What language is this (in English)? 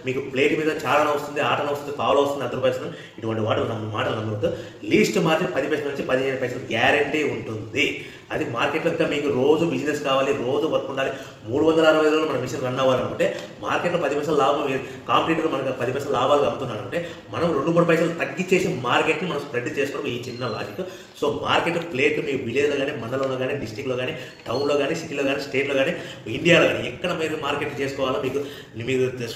Telugu